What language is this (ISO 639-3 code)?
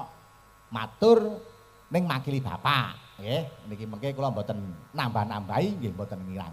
jav